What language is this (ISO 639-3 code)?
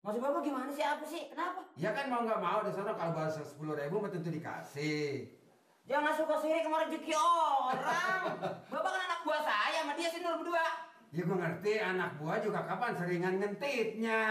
bew